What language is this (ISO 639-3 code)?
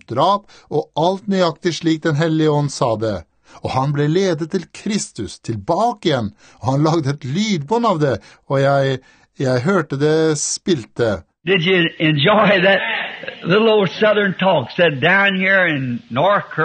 nor